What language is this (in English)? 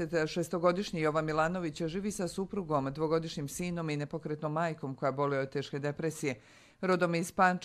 Croatian